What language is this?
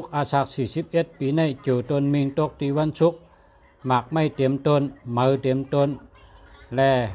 Shan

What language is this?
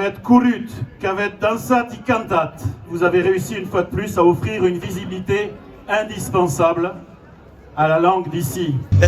Occitan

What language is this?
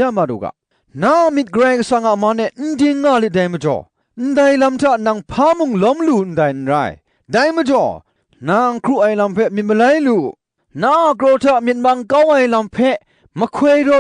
Kachin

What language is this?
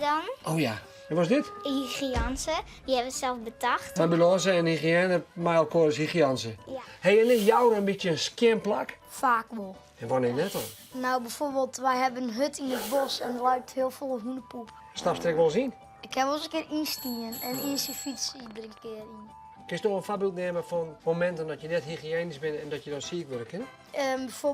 Western Frisian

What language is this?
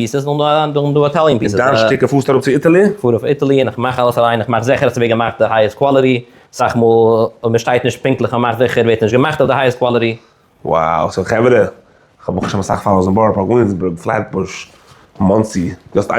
Yiddish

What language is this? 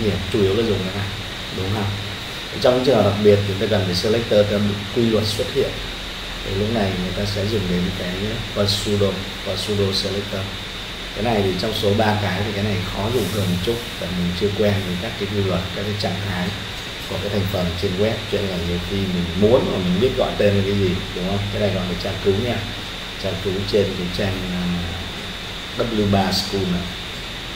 Vietnamese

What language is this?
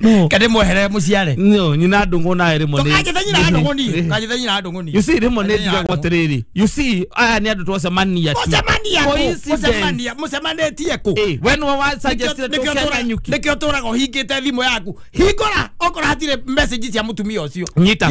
Kikuyu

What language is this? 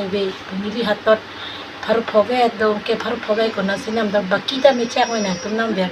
Karbi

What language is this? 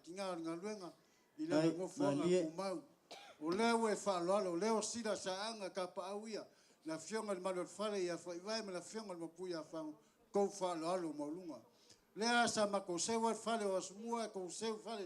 Samoan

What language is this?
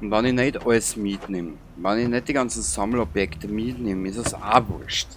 Bavarian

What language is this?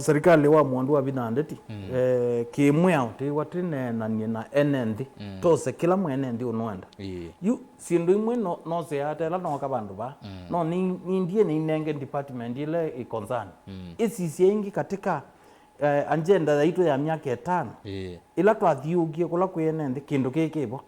Kamba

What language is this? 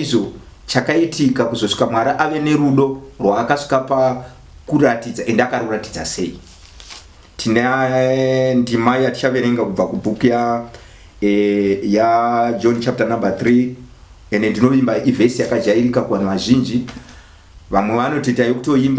Shona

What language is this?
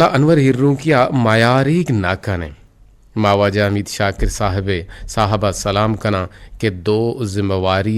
Eastern Balochi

